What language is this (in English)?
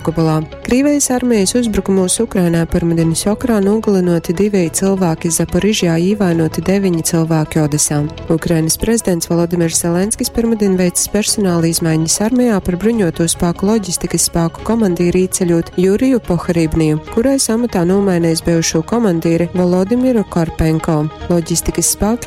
Latgalian